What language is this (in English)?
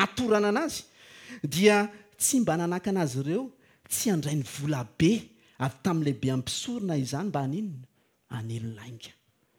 Malagasy